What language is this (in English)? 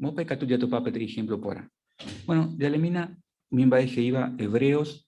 Guarani